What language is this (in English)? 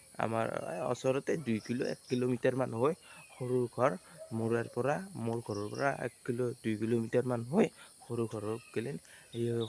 Assamese